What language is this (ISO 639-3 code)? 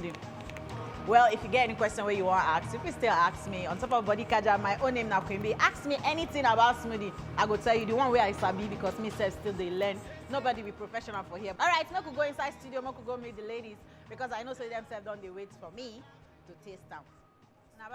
pcm